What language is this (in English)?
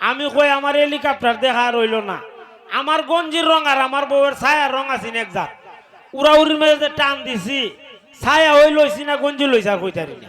Sylheti